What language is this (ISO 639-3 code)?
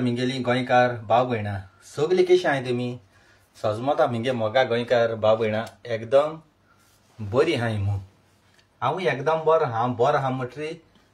kok